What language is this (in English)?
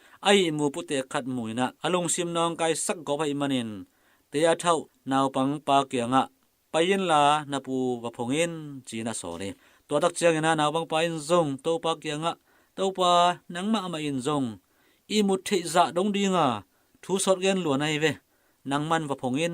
Tedim Chin